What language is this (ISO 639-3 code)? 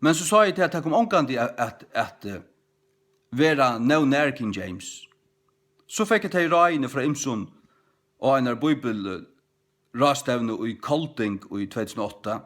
fao